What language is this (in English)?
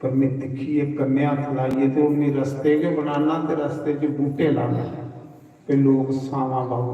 Dogri